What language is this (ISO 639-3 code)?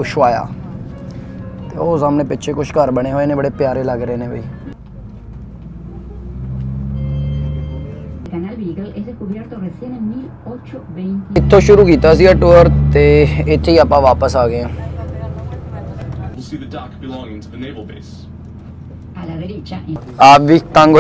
pan